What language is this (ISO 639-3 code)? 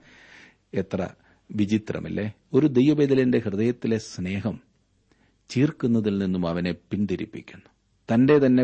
mal